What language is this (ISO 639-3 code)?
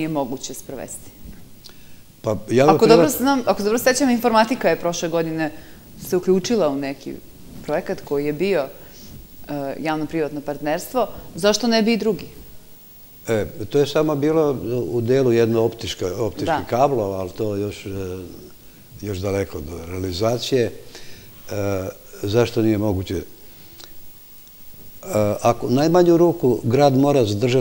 srp